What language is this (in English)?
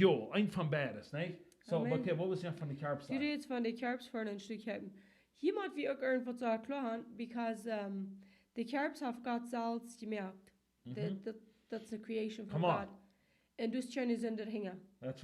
Plautdietsch